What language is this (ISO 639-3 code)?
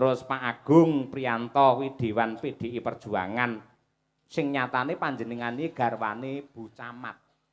jav